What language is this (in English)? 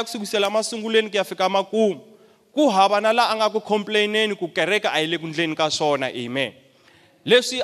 Tsonga